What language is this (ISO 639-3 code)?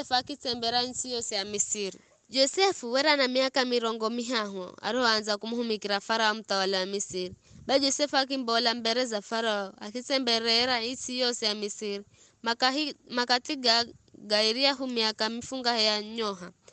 nyf